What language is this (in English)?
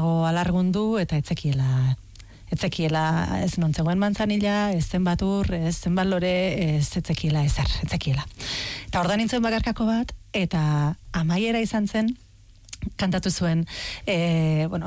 Basque